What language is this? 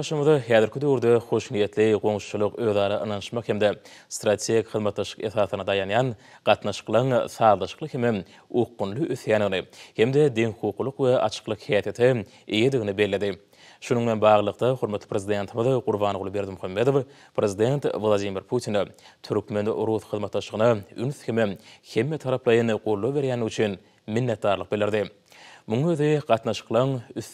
Turkmen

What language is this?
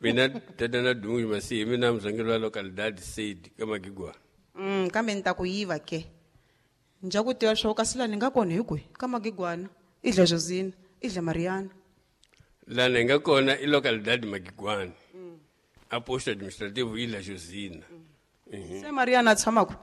Tsonga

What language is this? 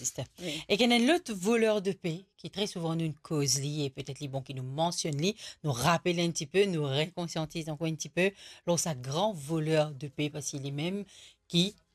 Morisyen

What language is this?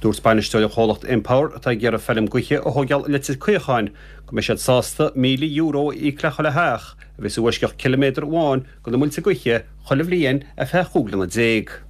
Irish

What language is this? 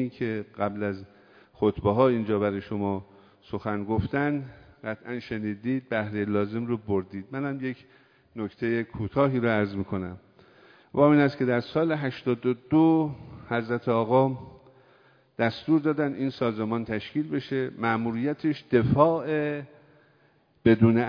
Persian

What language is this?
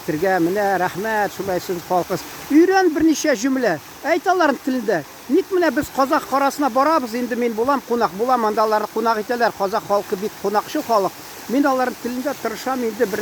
Tatar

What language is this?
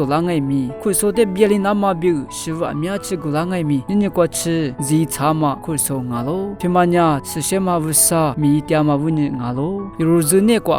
Lisu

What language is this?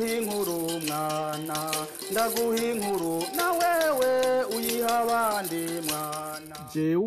Rundi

